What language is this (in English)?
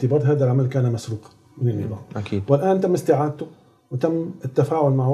Arabic